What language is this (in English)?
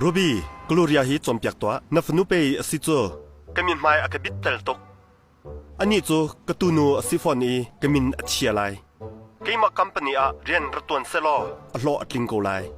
Hakha Chin